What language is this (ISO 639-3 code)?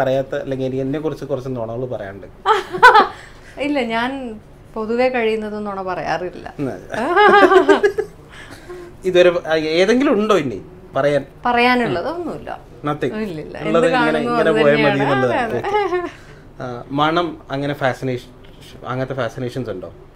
mal